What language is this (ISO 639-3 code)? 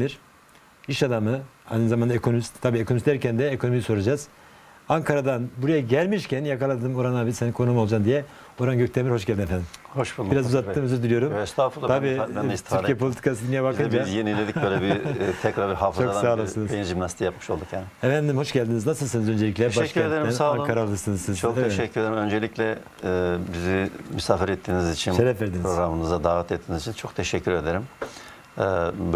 tur